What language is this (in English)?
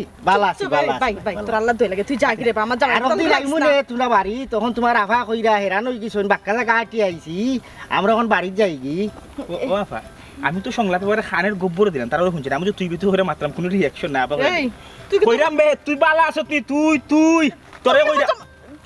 Sylheti